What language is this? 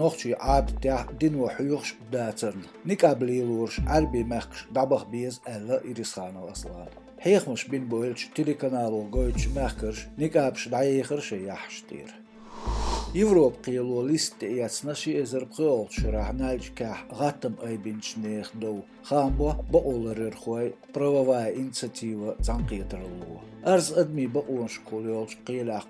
Chechen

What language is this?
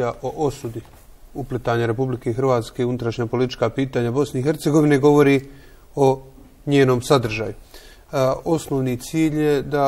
Bosnian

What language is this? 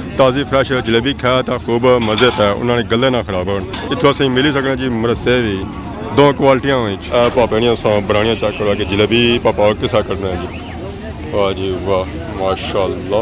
Pahari-Potwari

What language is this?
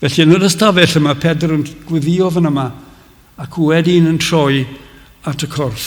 Welsh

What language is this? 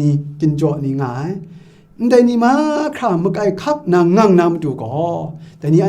Kachin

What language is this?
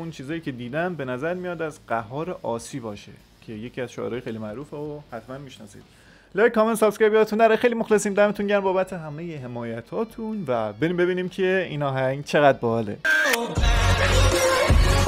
Persian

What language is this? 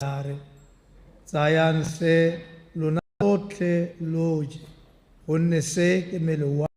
Tswana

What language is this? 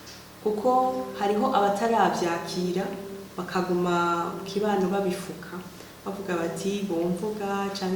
Rundi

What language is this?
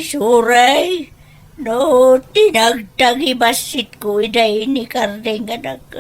Iloko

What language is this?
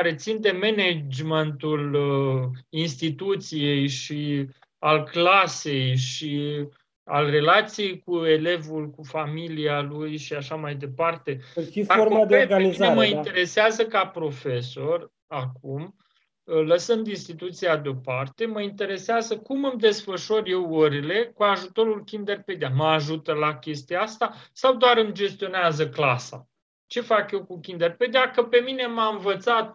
Romanian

